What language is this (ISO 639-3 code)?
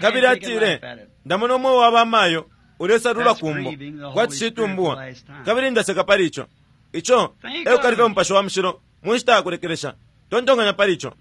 bem